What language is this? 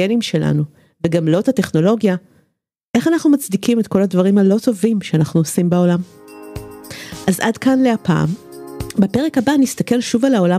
Hebrew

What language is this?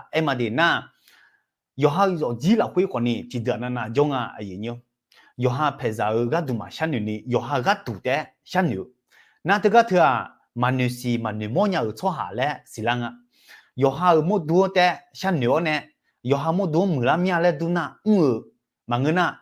Akha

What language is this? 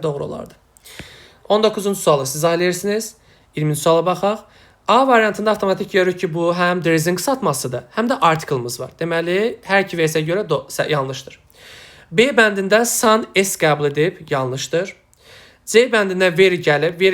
Azerbaijani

